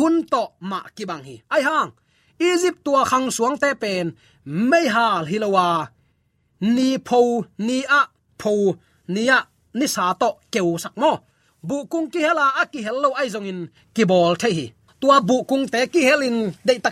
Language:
Tedim Chin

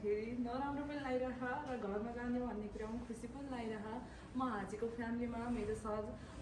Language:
Nepali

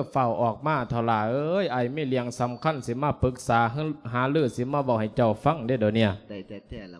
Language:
Lao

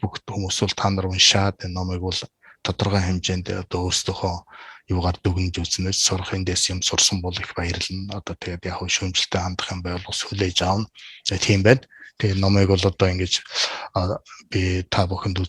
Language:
Mongolian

